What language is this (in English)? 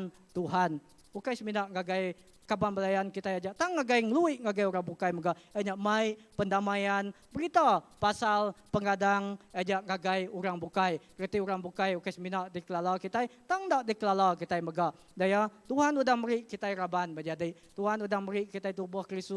Iban